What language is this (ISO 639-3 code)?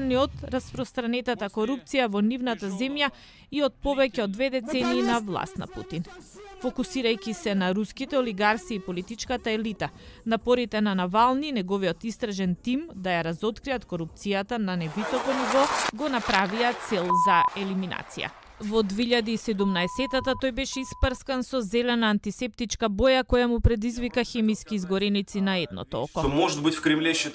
mkd